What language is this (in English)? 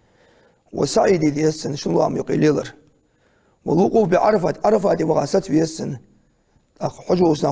Ingush